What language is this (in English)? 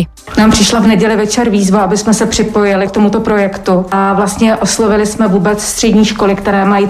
Czech